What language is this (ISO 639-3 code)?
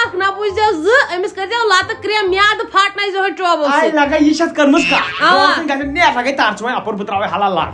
kas